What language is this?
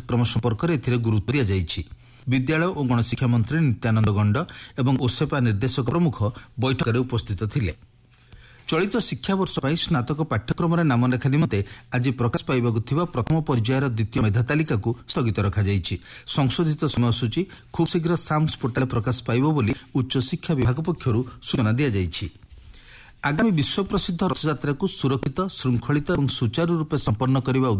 Odia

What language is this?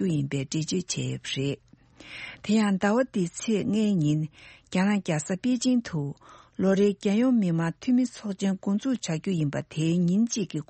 Tibetan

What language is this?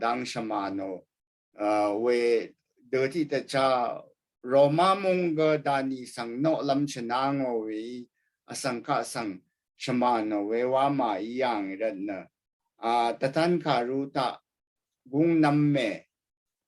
Rawang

